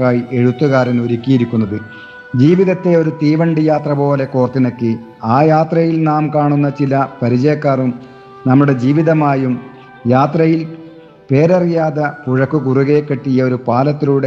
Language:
Malayalam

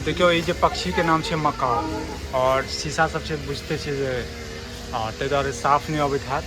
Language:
Maithili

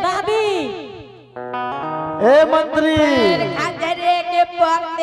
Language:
Angika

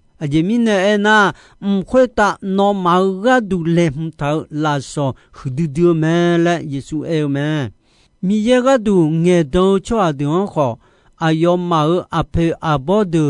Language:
Akha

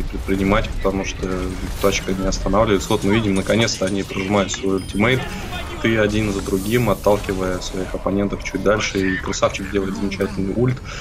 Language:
Russian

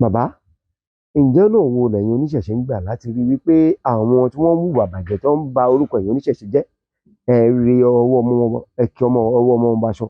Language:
Yoruba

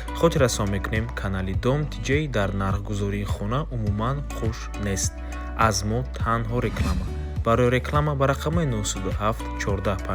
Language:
Tajik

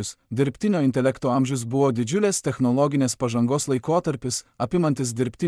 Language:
Lithuanian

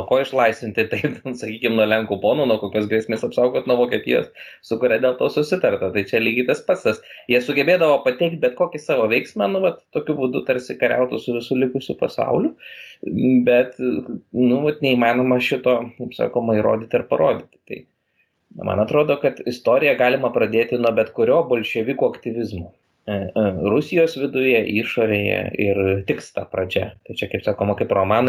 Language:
Lithuanian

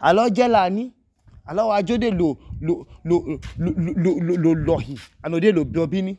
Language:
Idoma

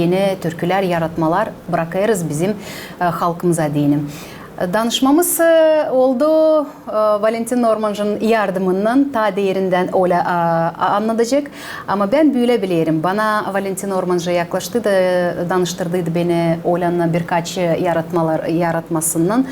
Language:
Gagauz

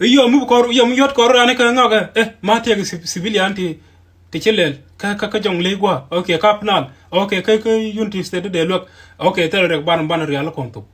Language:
Nuer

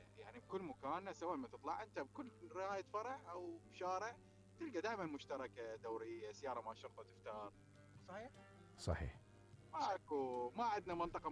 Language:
Mesopotamian Arabic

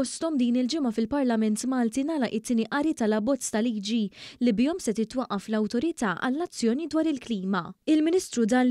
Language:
Maltese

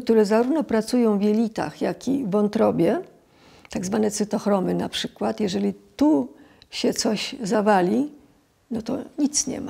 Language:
Polish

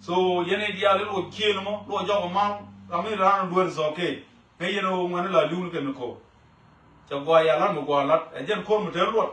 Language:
Nuer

